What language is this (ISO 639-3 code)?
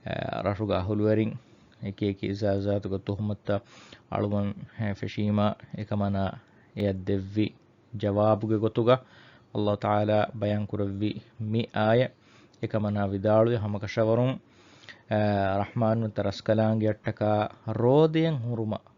div